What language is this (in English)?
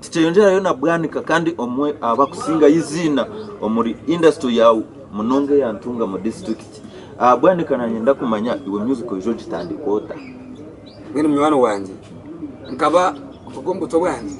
Nyankole